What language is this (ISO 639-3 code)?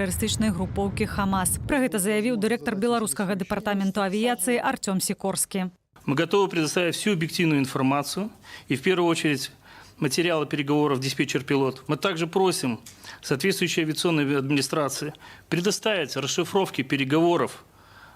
bel